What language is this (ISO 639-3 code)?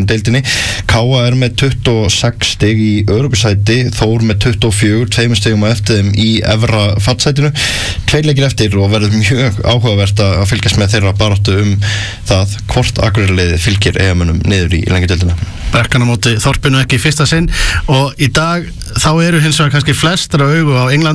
isl